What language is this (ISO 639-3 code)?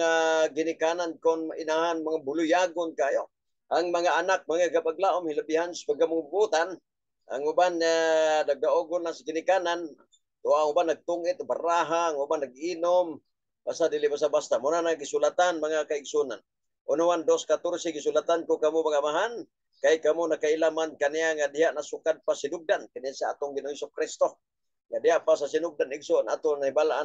ceb